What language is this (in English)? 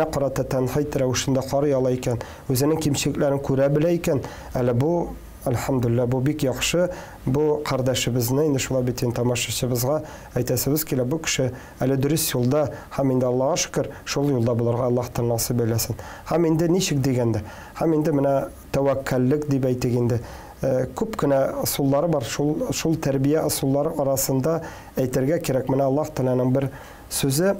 Tatar